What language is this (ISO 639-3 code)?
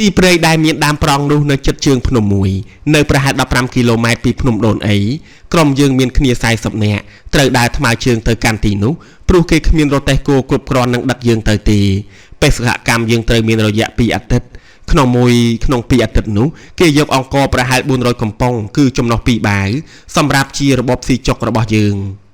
khm